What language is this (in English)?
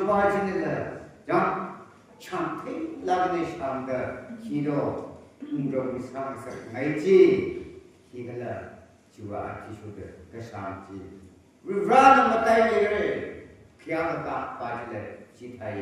Tangkhul Naga (India)